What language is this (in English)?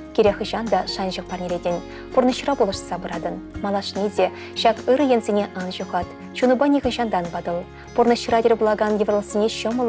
Chuvash